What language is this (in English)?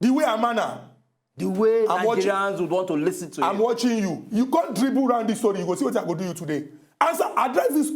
Nigerian Pidgin